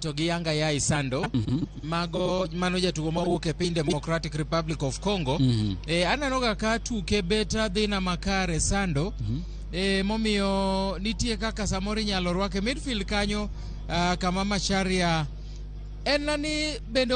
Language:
Luo (Kenya and Tanzania)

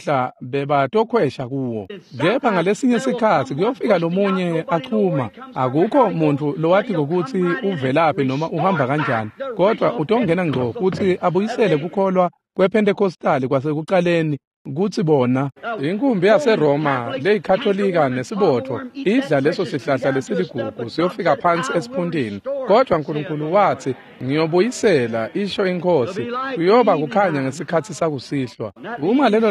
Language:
Swati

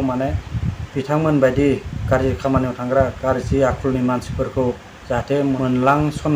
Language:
Bodo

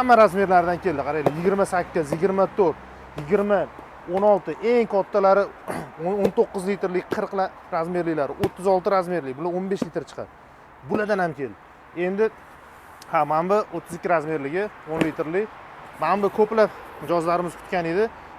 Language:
Uzbek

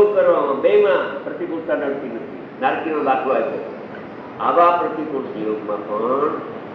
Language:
Gujarati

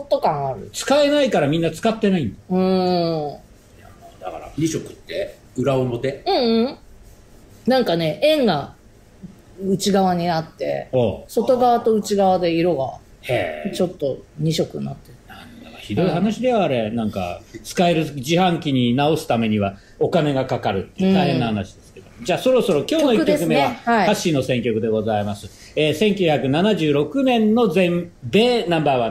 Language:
Japanese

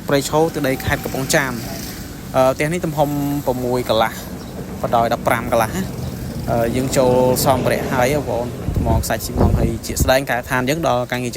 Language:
Khmer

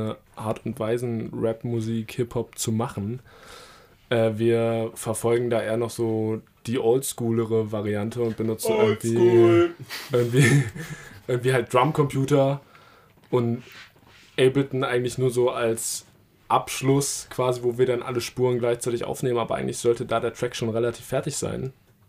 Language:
German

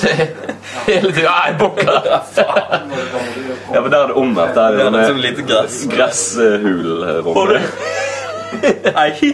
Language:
Norwegian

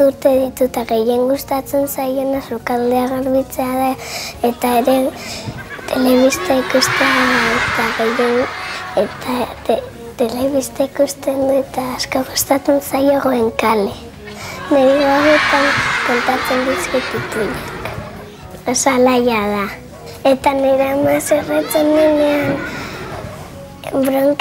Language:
Basque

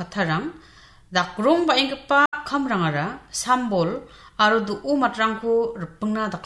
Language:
Garo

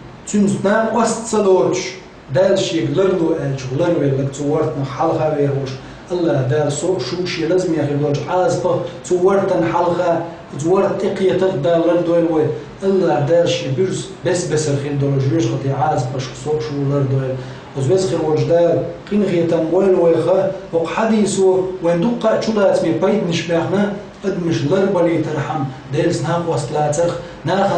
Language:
Chechen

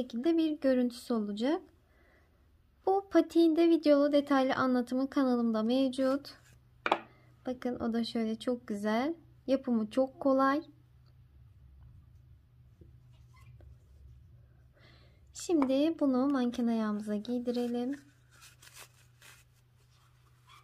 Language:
Turkish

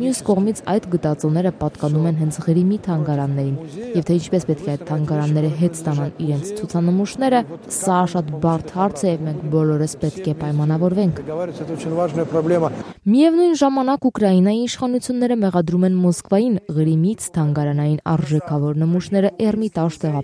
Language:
Armenian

